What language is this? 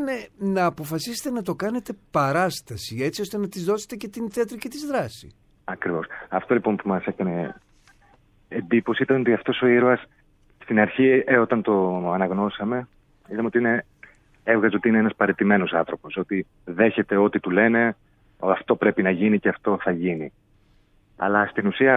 Greek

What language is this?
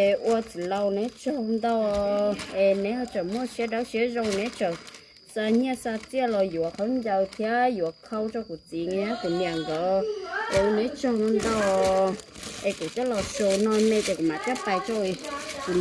Hmong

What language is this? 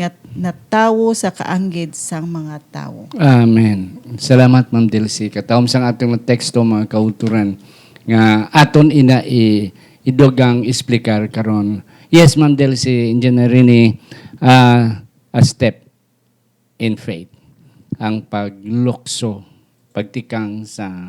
Hiligaynon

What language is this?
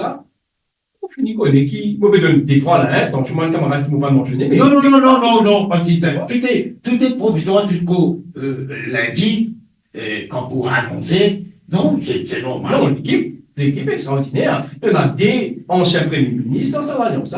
Morisyen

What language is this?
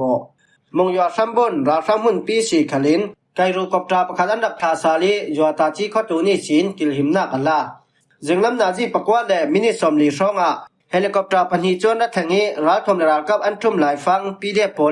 Falam Chin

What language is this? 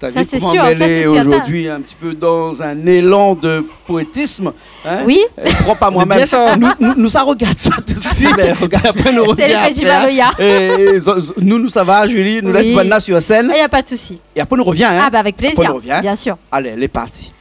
Réunion Creole French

